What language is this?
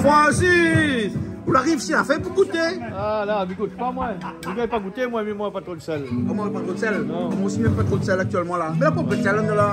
Réunion Creole French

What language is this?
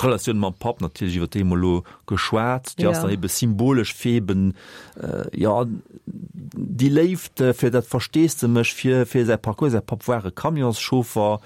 Luxembourgish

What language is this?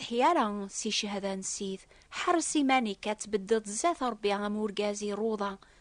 Kabyle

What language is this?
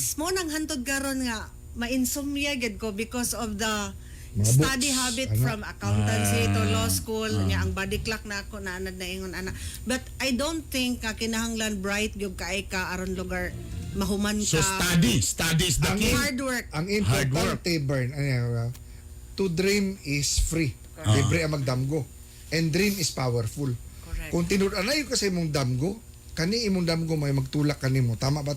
Cebuano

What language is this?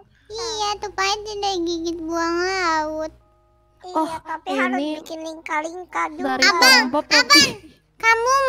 Indonesian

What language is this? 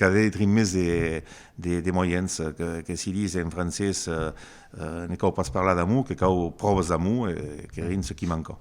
Occitan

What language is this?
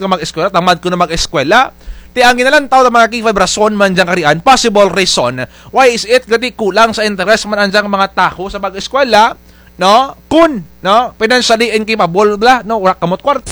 Kinaray-a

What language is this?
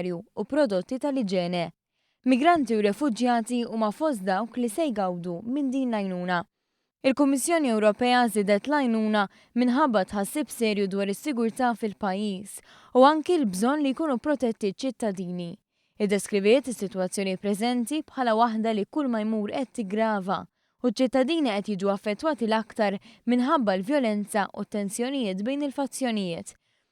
Maltese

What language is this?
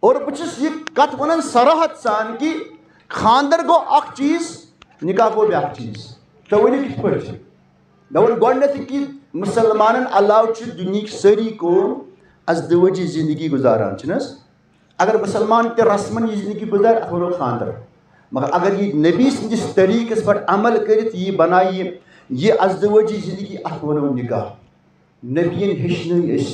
Kashmiri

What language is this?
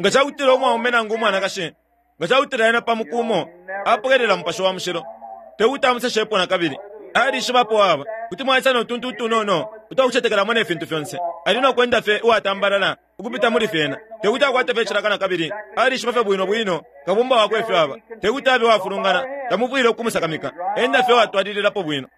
Bemba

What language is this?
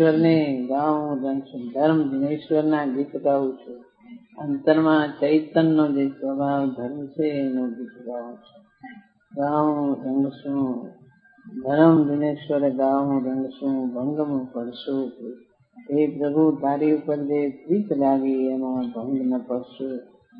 Gujarati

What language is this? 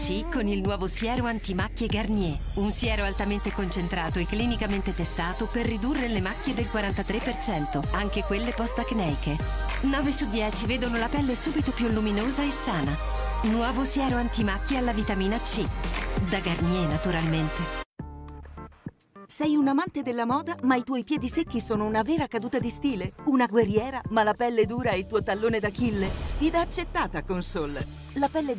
Italian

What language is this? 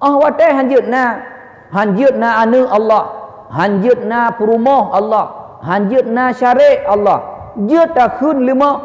Achinese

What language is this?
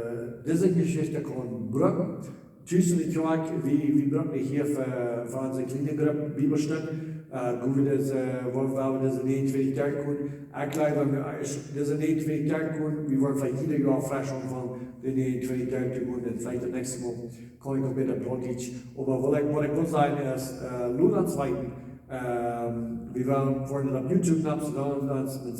Plautdietsch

